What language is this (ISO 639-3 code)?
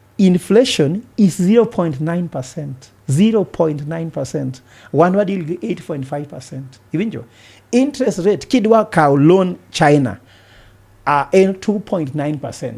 luo